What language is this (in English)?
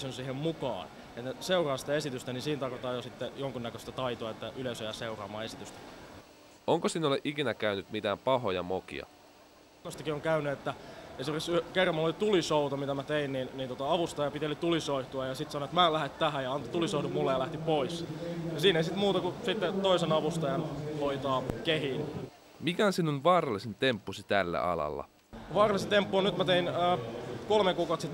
Finnish